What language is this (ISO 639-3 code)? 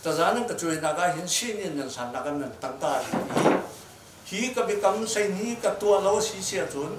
cnh